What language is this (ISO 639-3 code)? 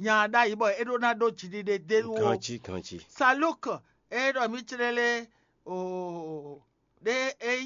fon